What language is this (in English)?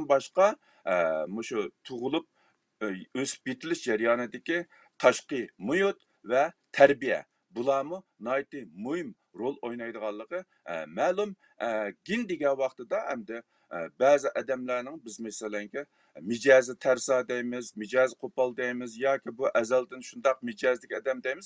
Uyghur